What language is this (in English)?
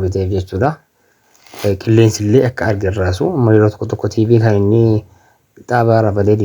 Oromo